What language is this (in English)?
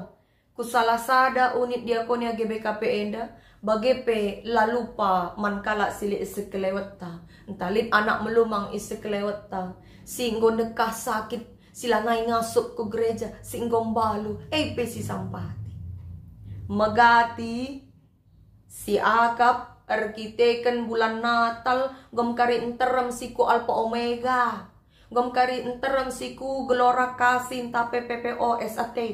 Batak Karo